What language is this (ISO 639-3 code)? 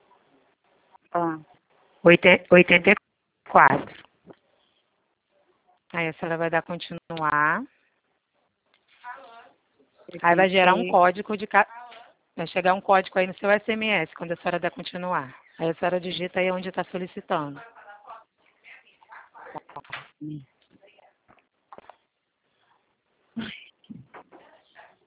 por